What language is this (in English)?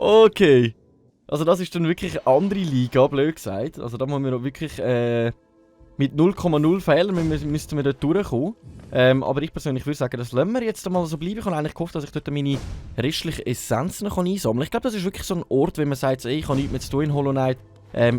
Swiss German